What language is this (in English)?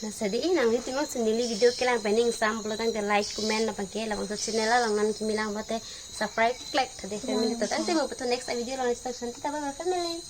Karbi